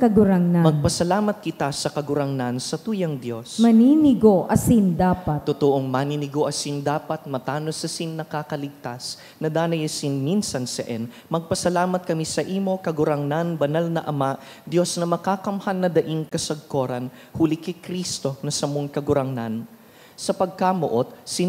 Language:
Bikol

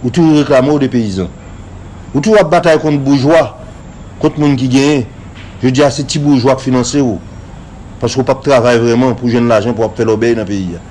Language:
Haitian Creole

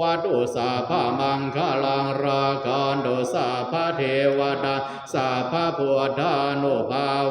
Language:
Pali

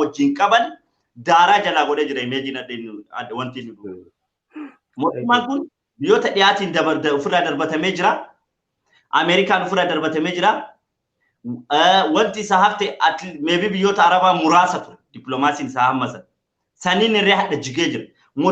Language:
Oromo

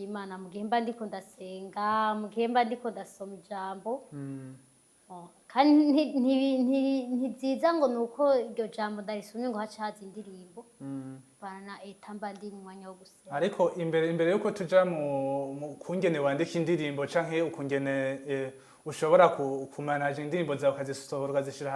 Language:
Rundi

